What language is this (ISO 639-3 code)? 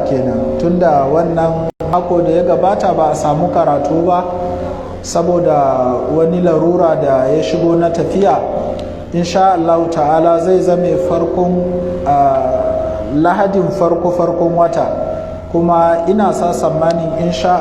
hau